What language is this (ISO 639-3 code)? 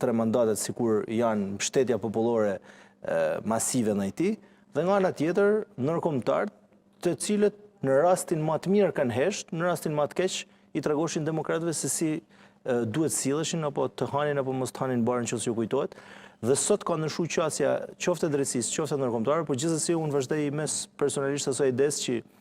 sqi